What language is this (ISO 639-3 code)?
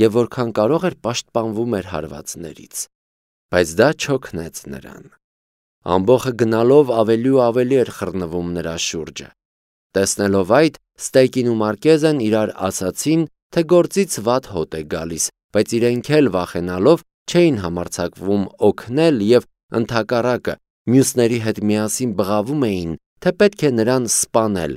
hye